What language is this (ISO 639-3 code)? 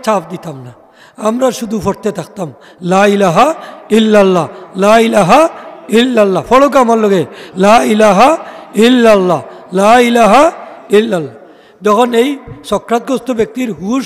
syl